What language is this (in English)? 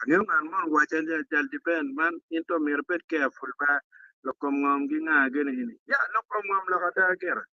Acoli